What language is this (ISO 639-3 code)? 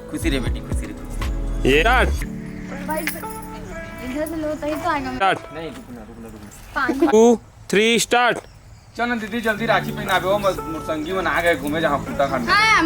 hne